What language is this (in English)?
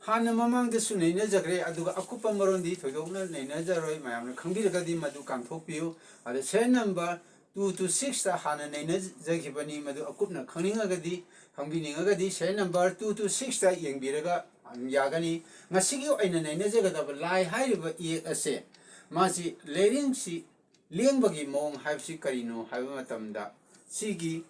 Manipuri